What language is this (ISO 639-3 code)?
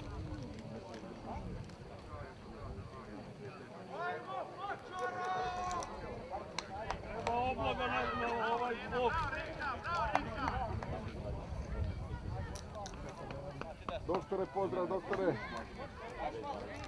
srp